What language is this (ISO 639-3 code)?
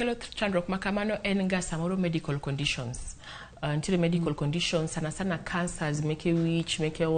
luo